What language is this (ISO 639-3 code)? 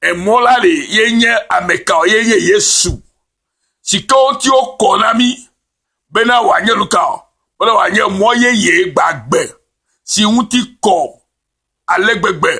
ewe